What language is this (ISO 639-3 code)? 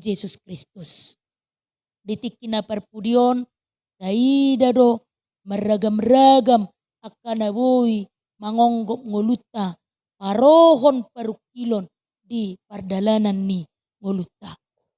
bbc